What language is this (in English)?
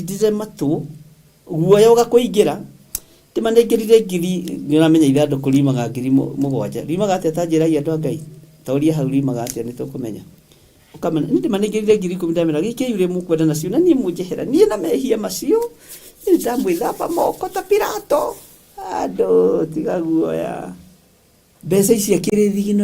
Kikuyu